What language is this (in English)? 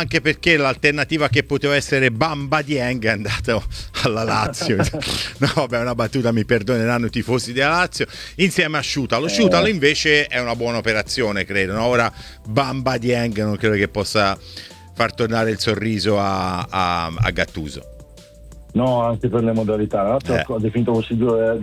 Italian